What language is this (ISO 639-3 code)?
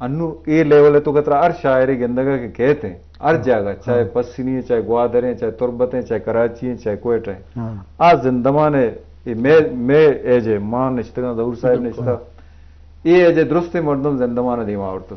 bgp